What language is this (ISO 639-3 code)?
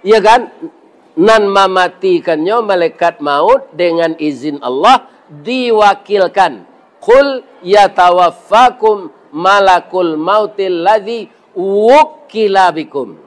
min